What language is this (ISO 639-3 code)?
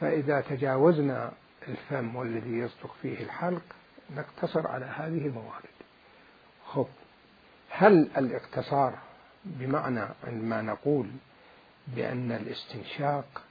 acm